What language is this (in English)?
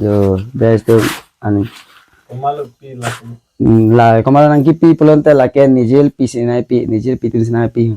Karbi